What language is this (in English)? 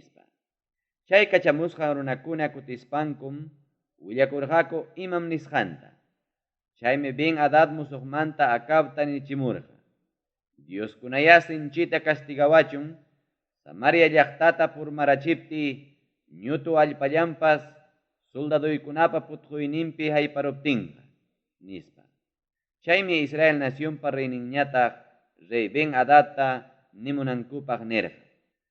Ayacucho Quechua